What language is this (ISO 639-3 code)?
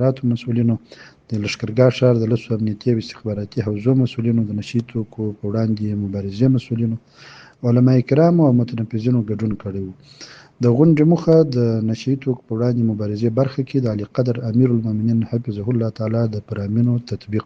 pus